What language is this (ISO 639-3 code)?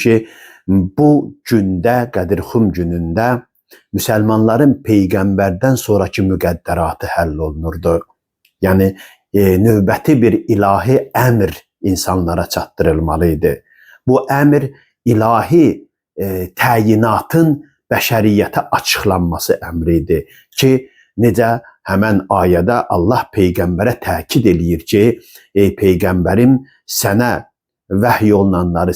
aze